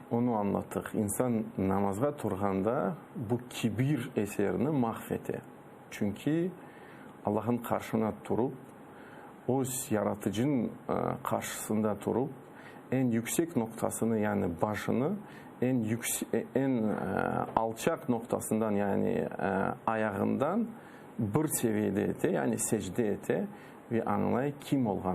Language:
Crimean Tatar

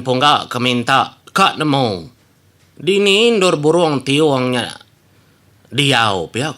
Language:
Iban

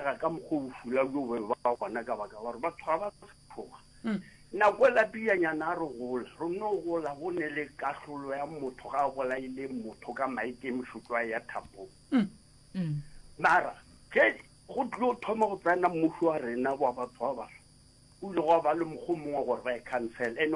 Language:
Northern Sotho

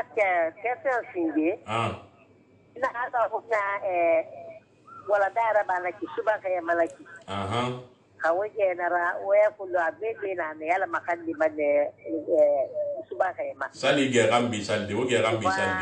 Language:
Susu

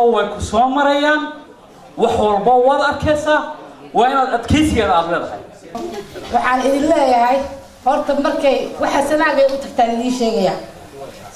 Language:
Somali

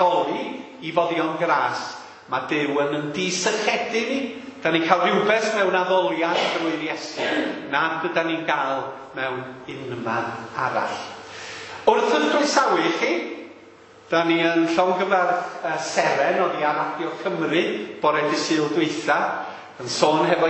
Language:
Welsh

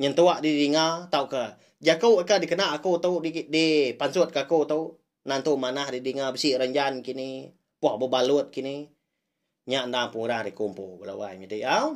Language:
Iban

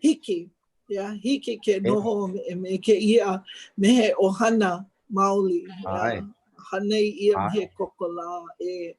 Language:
Hawaiian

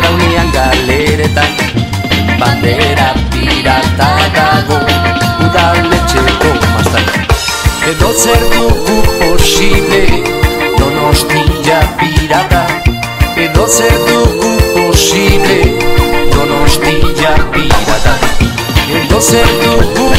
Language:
Basque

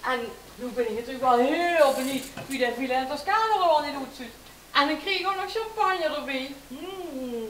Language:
Limburgish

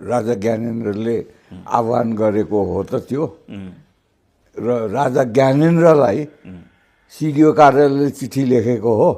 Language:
Nepali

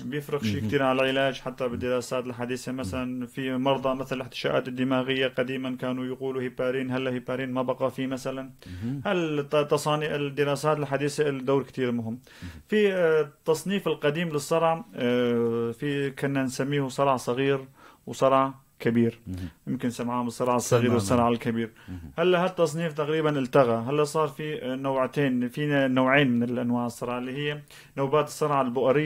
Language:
North Levantine Arabic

